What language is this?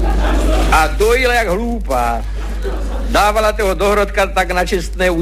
Czech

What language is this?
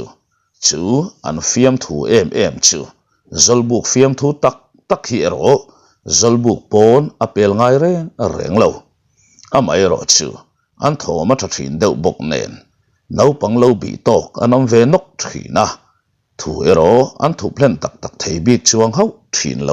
Mizo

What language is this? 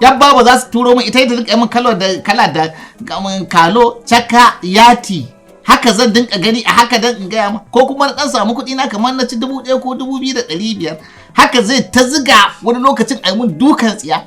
Hausa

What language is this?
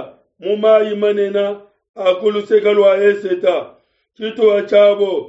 Luba-Lulua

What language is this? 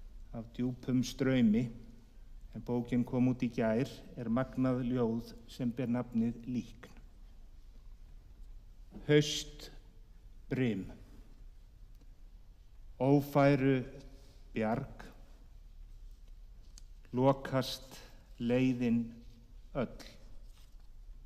Icelandic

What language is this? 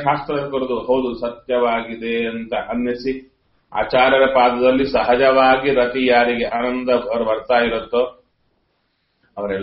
Kannada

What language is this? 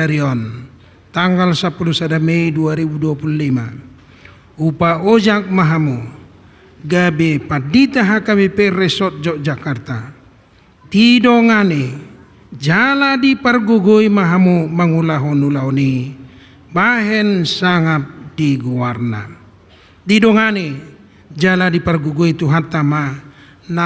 Batak Toba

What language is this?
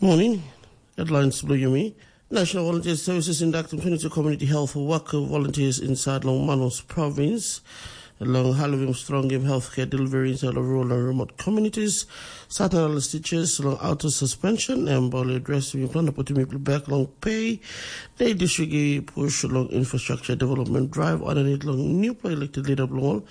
Tok Pisin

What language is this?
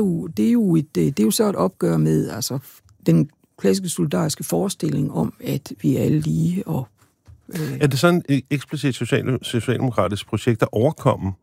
Danish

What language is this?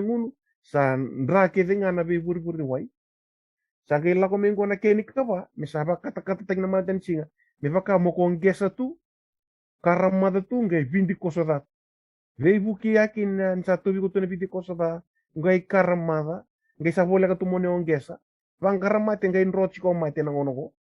Fijian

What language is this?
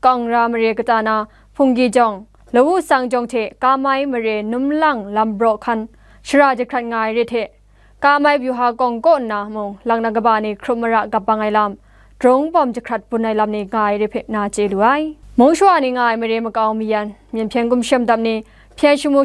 Kachin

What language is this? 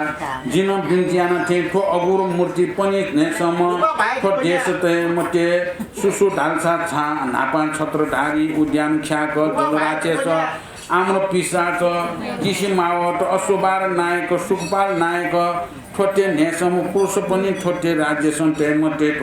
Newari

